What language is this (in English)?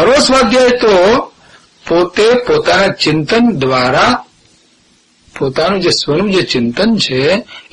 Gujarati